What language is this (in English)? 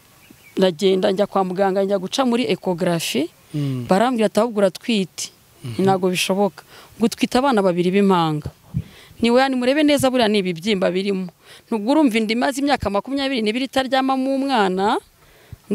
Kinyarwanda